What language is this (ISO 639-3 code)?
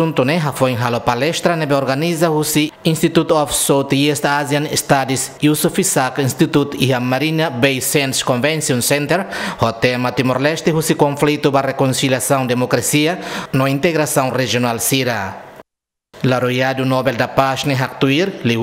tet